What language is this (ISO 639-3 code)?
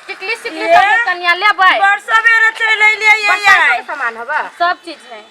mai